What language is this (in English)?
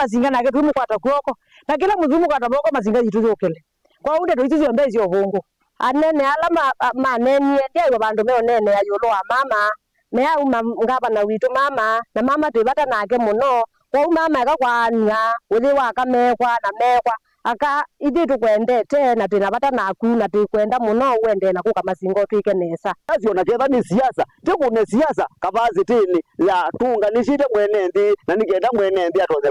Kamba